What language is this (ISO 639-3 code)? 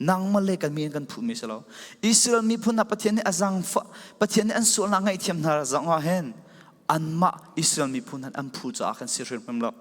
cfm